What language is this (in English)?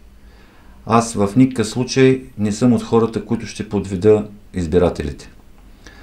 Bulgarian